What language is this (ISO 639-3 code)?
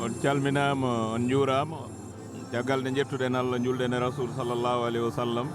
ful